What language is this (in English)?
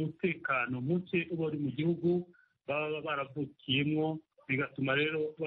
Kinyarwanda